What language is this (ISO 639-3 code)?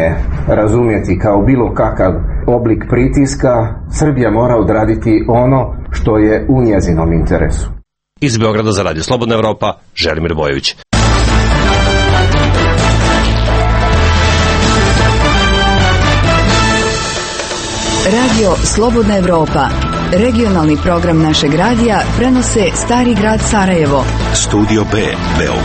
hrv